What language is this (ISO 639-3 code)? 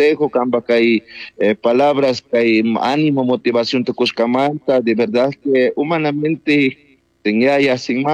qug